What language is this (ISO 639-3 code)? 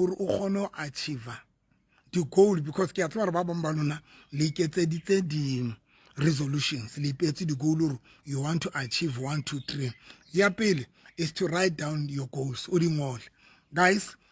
sot